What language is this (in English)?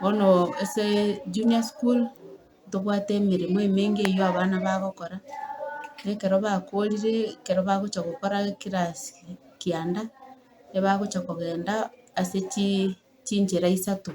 Gusii